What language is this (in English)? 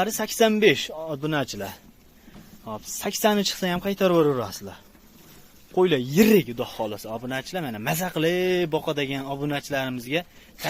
Uzbek